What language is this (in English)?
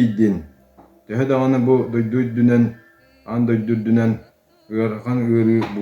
Yakut